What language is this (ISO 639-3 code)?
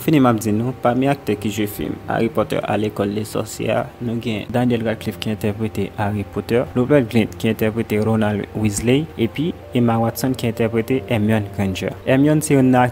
hat